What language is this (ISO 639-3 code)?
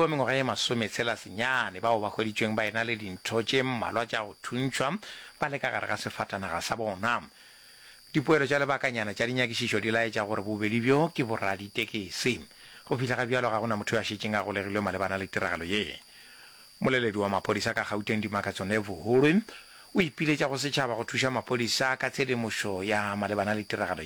nso